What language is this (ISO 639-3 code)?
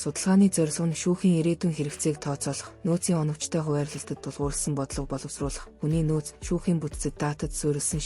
mon